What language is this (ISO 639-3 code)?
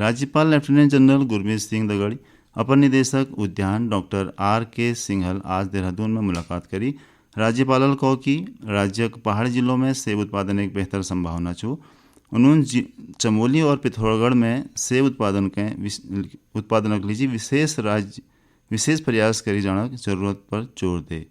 gbm